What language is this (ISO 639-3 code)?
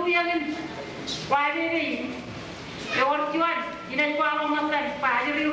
mah